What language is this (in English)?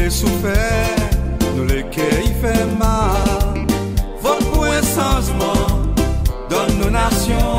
Seselwa Creole French